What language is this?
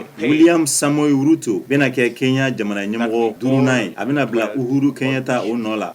Bambara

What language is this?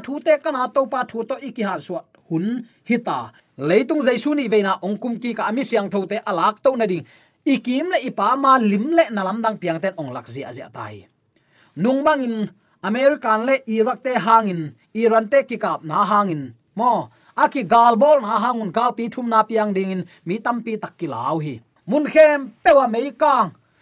Tedim Chin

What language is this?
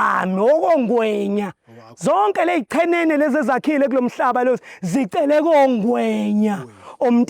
Zulu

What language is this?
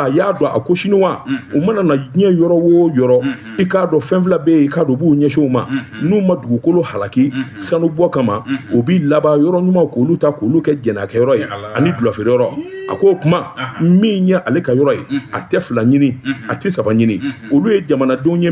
Bambara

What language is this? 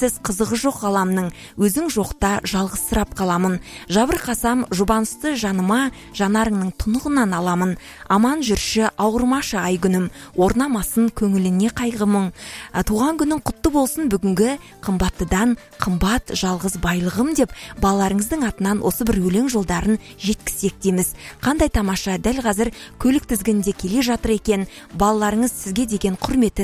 Kazakh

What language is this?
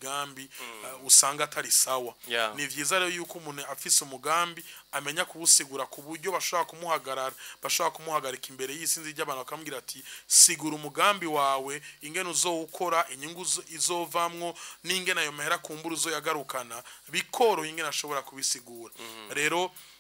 Rundi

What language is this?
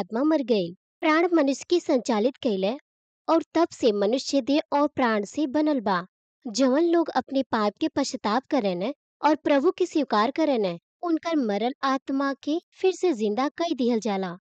Bhojpuri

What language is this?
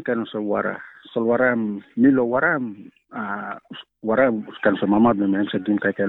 Tok Pisin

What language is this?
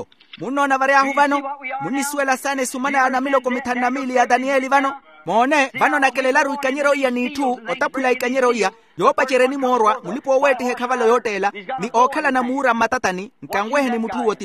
Makhuwa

